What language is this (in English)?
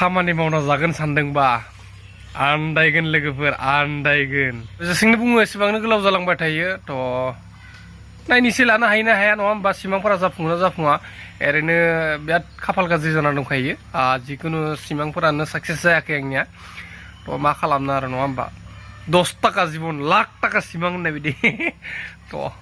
Bodo